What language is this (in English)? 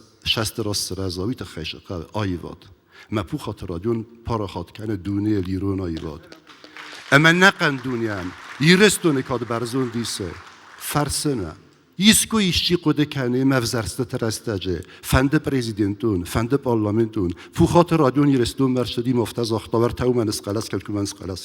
Ossetic